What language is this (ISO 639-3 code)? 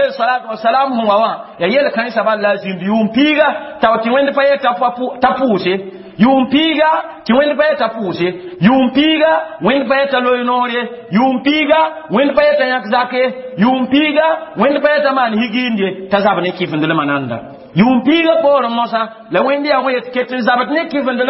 mos